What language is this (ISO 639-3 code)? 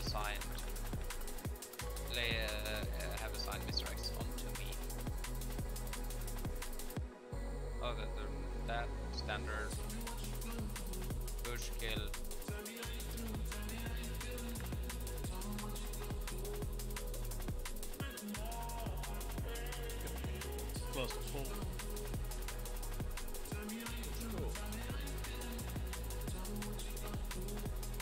eng